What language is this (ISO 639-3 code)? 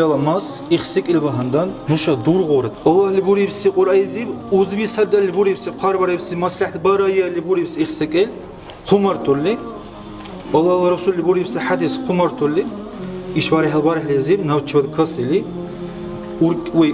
dar